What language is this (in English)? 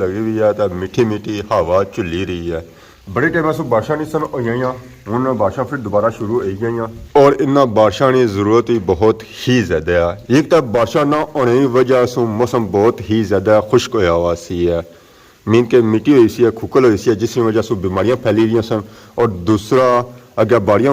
Pahari-Potwari